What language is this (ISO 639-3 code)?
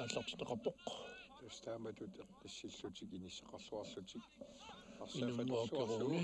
kal